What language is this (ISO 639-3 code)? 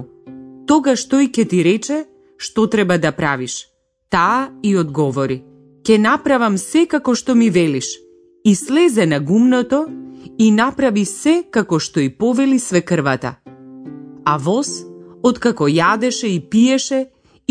mkd